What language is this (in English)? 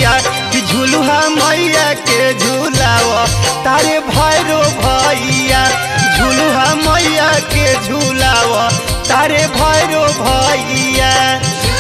Bhojpuri